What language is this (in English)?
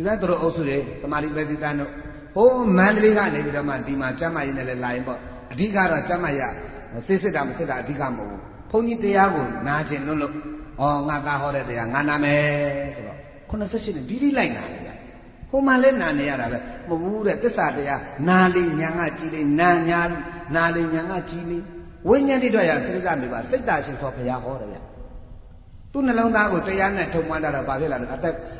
Burmese